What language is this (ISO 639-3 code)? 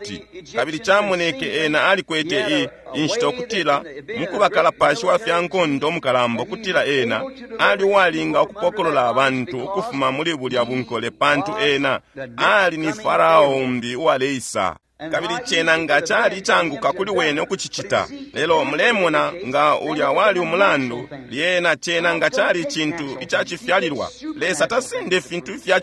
bem